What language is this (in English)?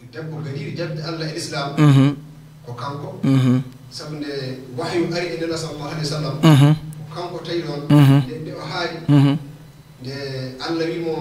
Fula